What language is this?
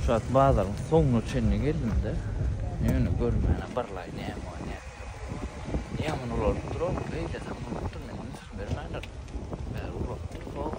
Turkmen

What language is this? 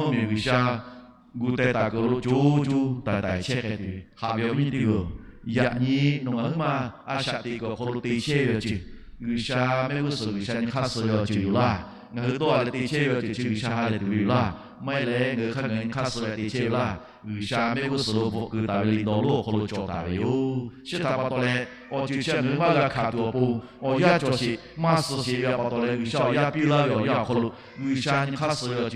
Lahu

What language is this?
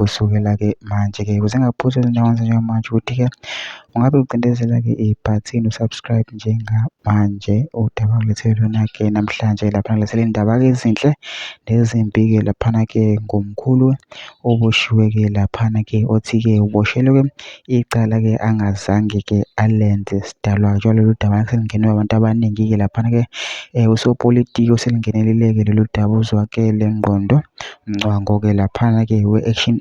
Zulu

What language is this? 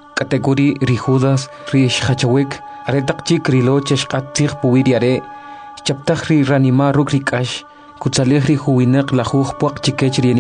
Kʼicheʼ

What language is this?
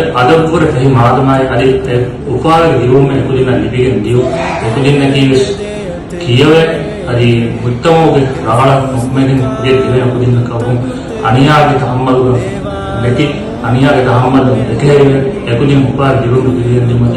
Divehi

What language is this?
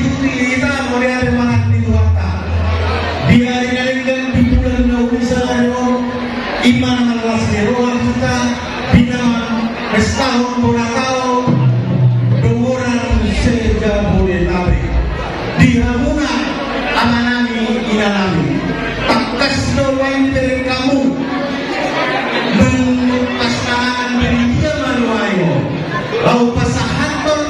Indonesian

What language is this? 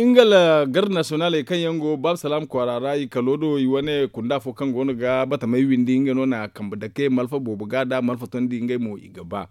Zarma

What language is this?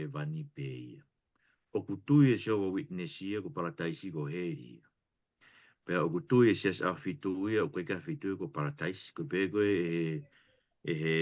Tongan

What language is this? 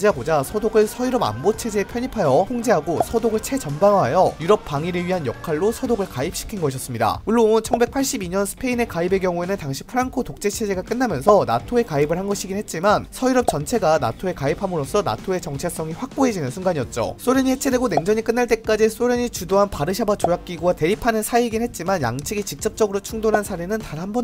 Korean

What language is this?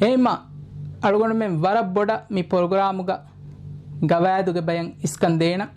Divehi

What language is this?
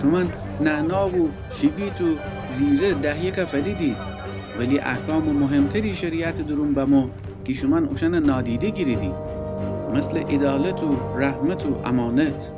Gilaki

